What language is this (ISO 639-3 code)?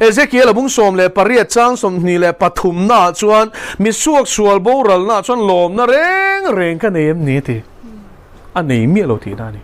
lus